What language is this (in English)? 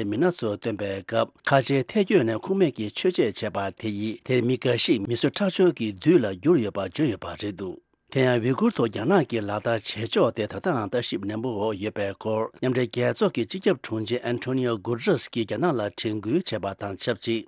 Tibetan